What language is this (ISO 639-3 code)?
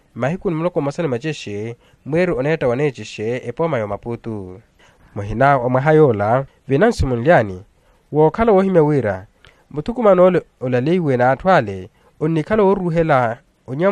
vmw